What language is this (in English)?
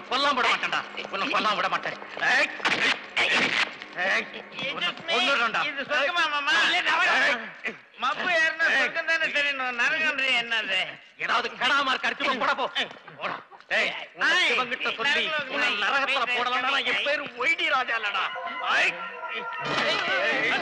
Tamil